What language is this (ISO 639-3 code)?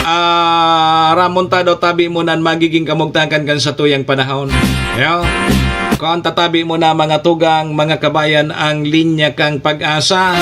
bik